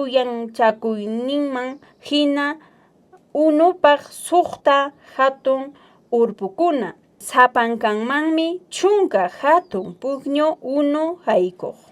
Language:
Quechua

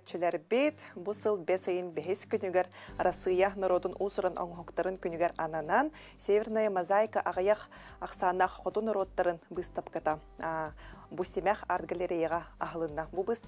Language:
Yakut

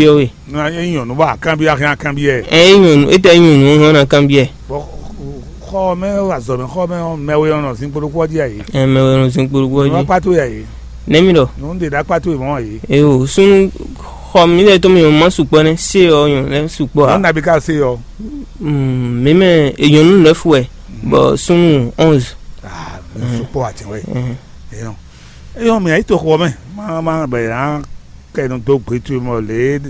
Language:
Fon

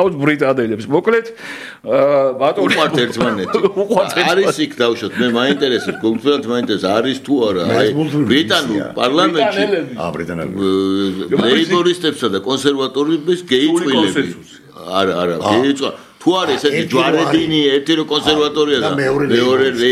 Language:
Georgian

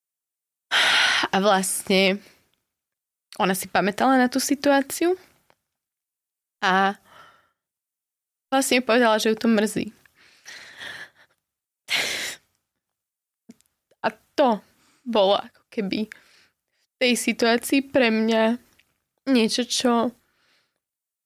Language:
Slovak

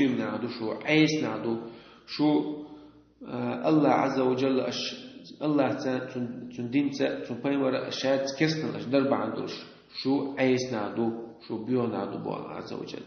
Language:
Chechen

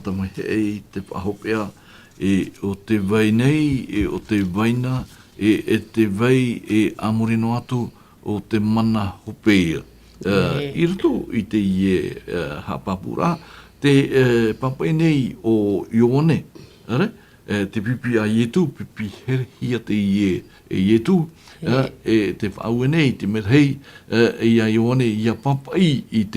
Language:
Tahitian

